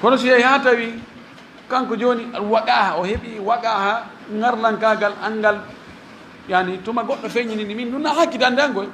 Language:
Fula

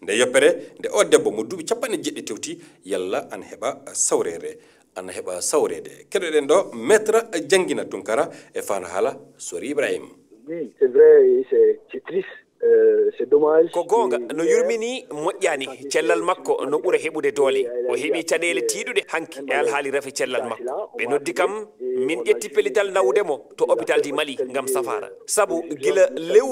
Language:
Fula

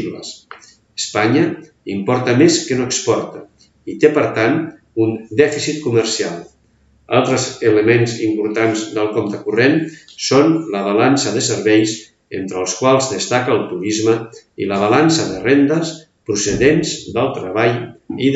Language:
Catalan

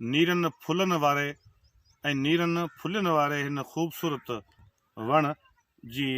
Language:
Sindhi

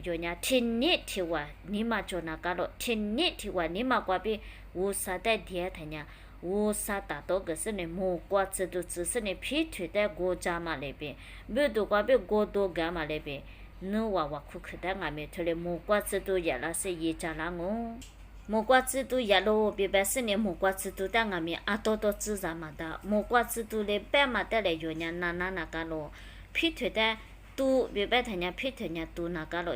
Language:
Lisu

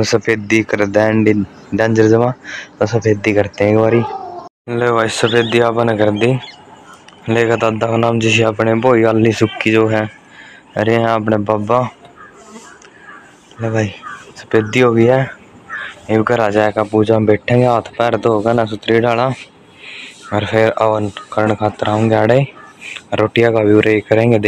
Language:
Haryanvi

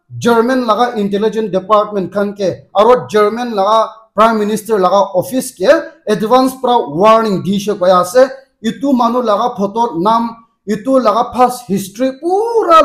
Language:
Naga Pidgin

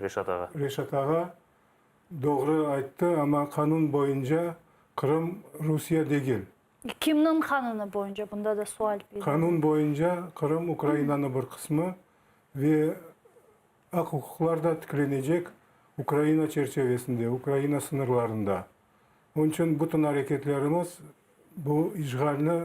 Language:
Crimean Tatar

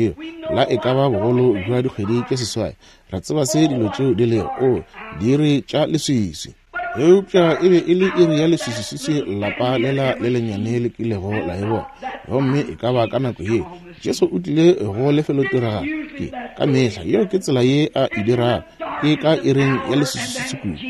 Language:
Northern Sotho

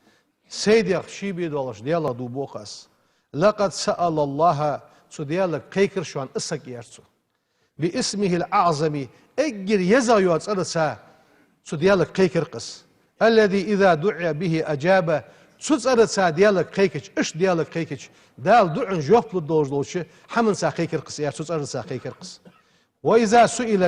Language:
Ingush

